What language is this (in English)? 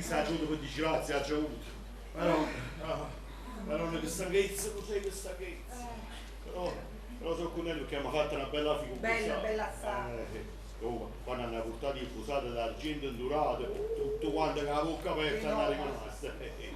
Neapolitan